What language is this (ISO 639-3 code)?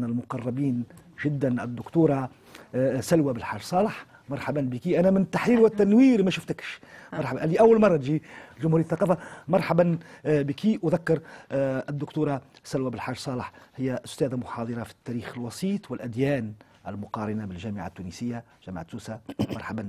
aeb